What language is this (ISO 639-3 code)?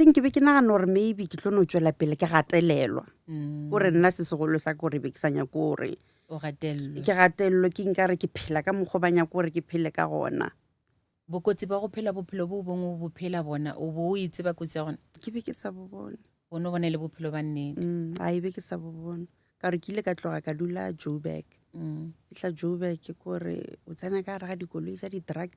nso